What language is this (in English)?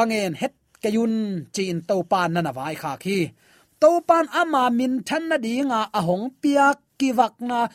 Tedim Chin